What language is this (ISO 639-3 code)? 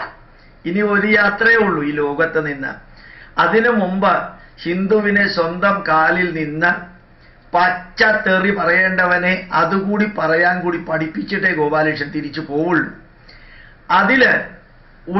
mal